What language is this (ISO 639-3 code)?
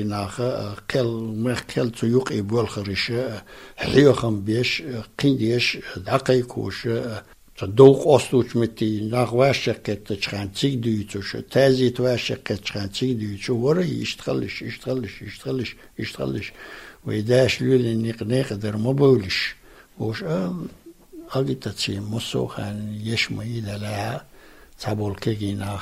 che